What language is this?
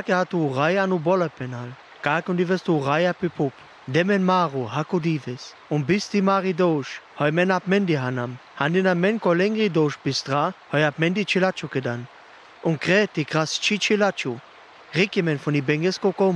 Sinte Romani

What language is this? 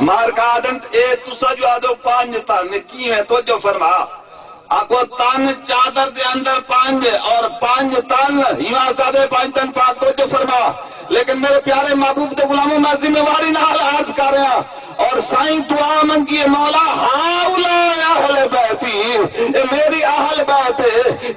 Saraiki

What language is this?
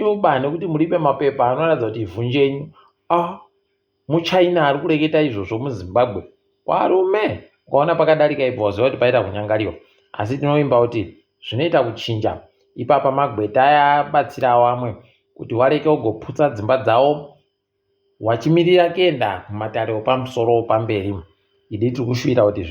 Ndau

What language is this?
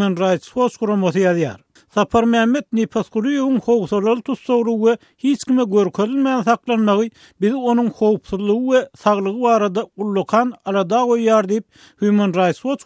Turkmen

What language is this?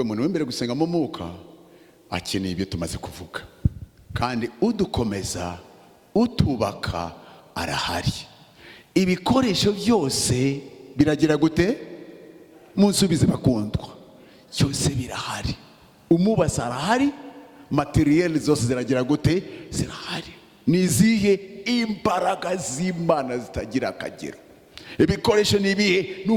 Kinyarwanda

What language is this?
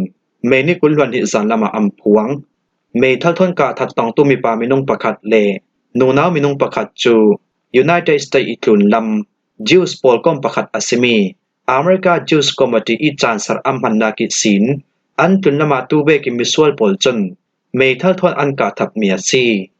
Falam Chin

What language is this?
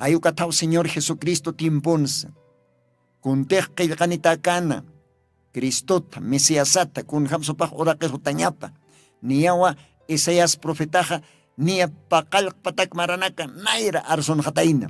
Aymara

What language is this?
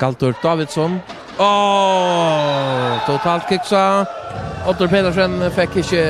Faroese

